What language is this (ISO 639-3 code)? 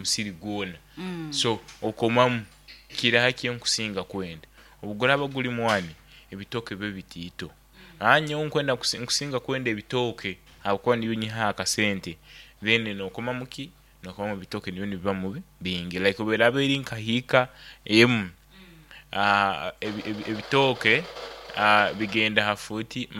nyo